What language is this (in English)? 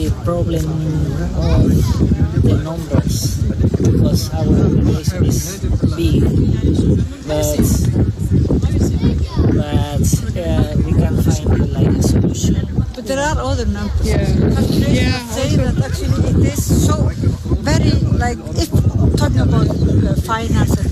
Icelandic